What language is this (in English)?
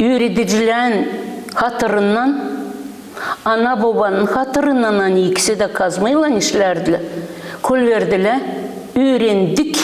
Gagauz